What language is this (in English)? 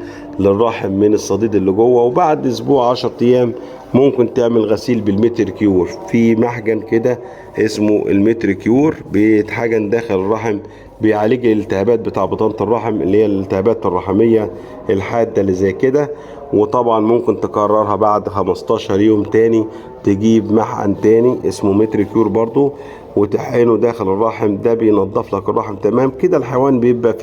Egyptian Arabic